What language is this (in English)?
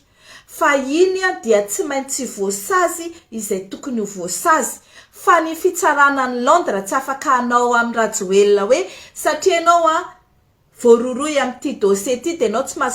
Malagasy